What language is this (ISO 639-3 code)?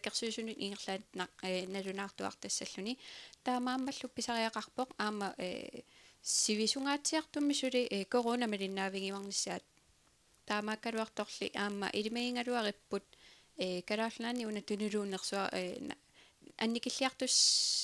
kal